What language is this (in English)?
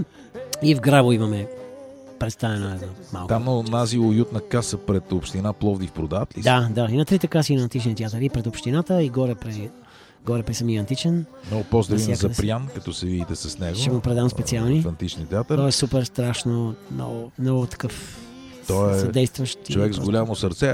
Bulgarian